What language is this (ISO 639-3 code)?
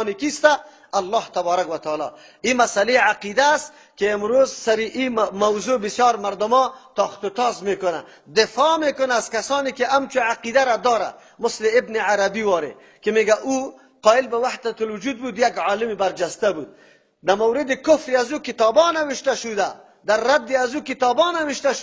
fas